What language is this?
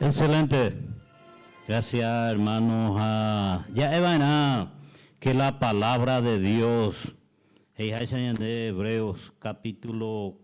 Guarani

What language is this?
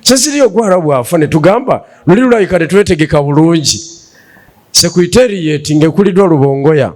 Ganda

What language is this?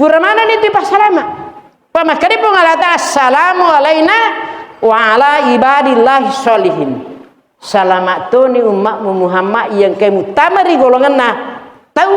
Buginese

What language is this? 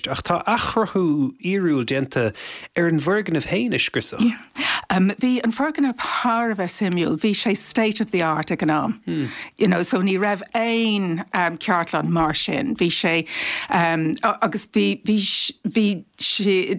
Irish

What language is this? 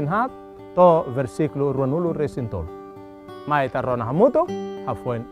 Tetum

